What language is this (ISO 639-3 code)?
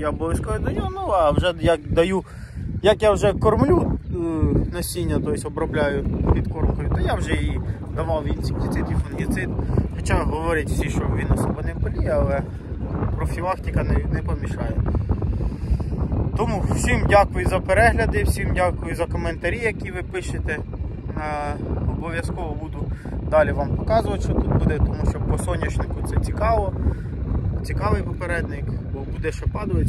ukr